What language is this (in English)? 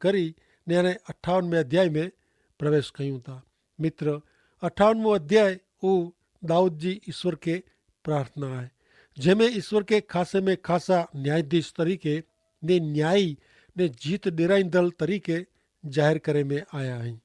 Kachhi